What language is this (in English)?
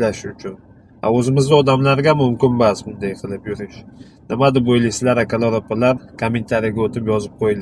Uzbek